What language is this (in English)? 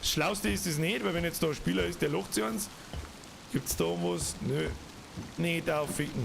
Bavarian